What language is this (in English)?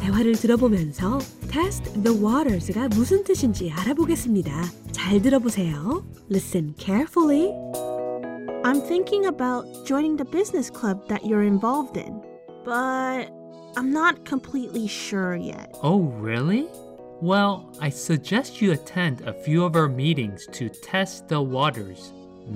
Korean